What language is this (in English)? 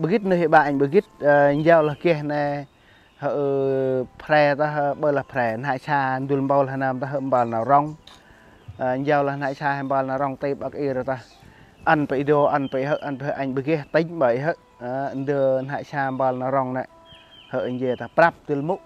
Central Mnong